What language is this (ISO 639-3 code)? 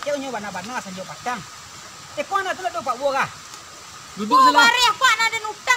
min